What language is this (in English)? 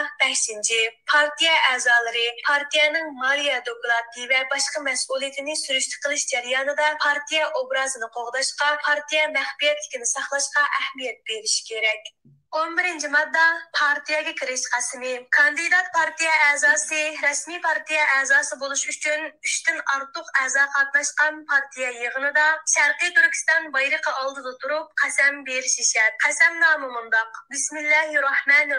Uyghur